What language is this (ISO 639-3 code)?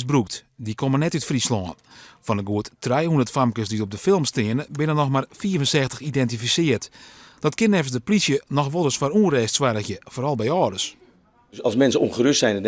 fry